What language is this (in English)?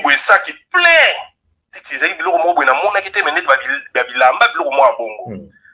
Lingala